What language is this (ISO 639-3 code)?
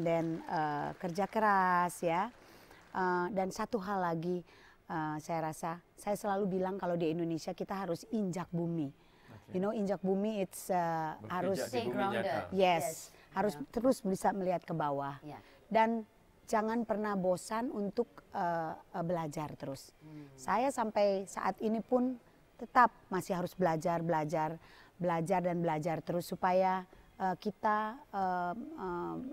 ind